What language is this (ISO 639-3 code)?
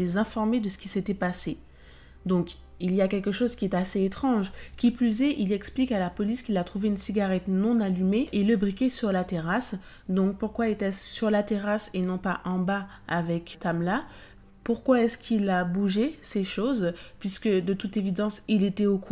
fra